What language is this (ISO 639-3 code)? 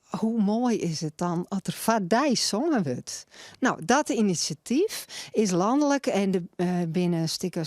fry